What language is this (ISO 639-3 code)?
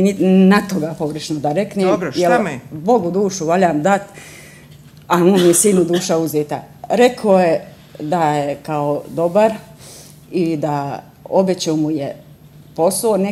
bos